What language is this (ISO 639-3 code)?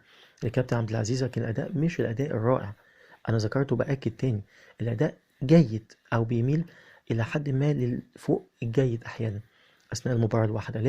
arz